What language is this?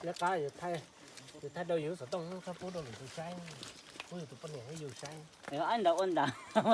Hmong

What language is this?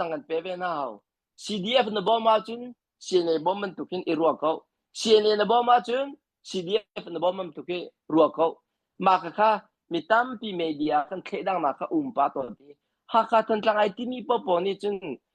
Hakha Chin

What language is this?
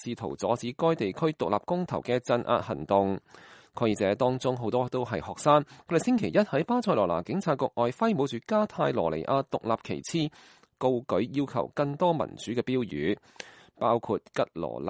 Cantonese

